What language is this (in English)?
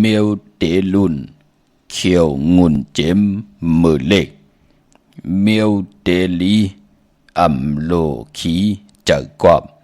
Shan